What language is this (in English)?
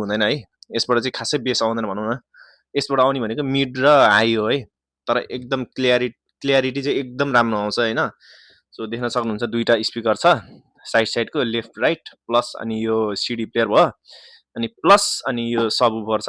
Nepali